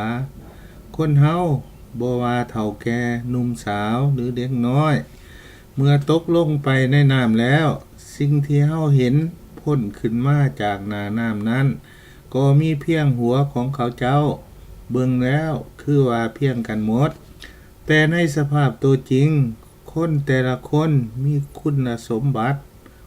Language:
Lao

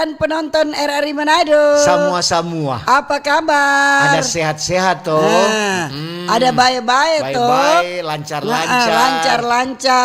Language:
Manado Malay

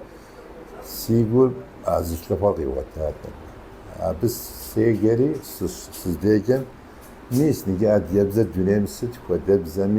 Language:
Kabardian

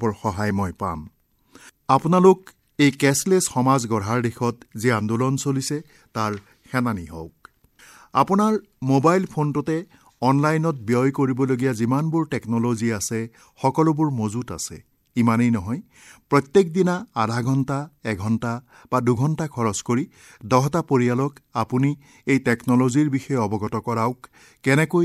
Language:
Assamese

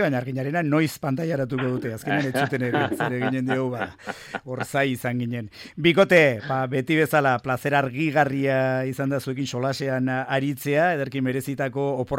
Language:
Basque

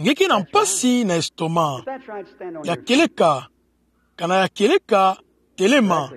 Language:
Kituba (Democratic Republic of Congo)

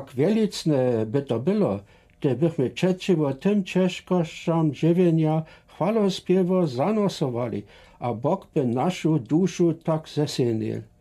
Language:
Lower Sorbian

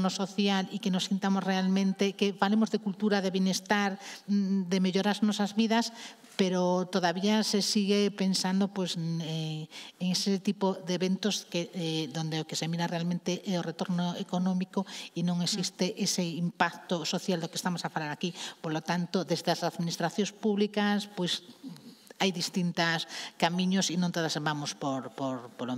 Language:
Galician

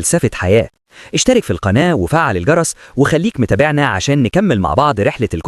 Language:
Egyptian Arabic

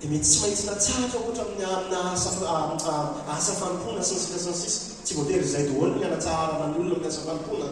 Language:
Malagasy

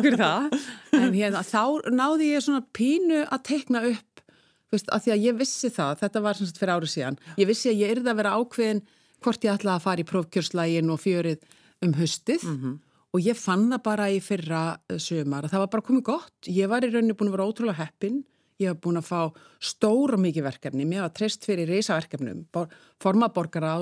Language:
Icelandic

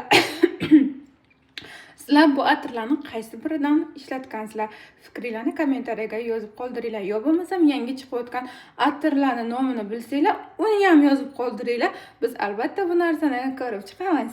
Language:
Uzbek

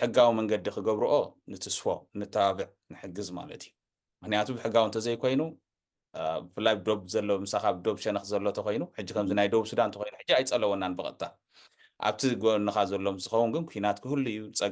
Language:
Tigrinya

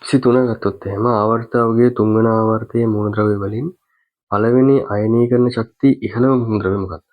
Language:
Sinhala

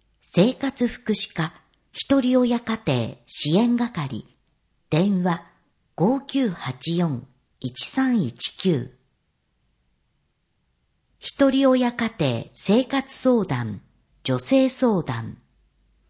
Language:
Japanese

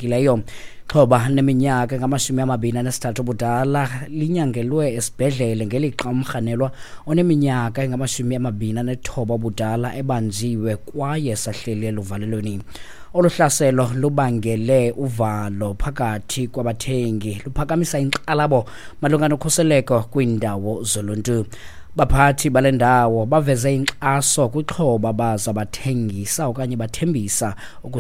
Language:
Xhosa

